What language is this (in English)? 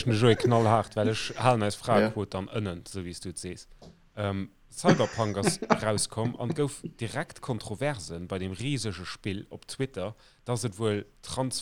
Luxembourgish